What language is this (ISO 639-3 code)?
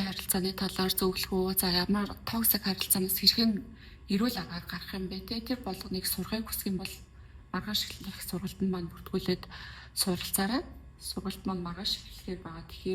mon